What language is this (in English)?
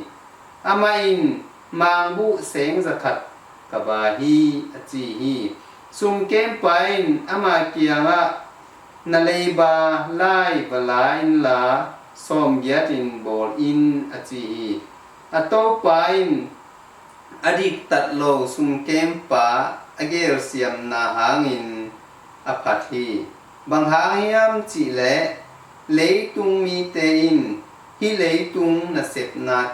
Tedim Chin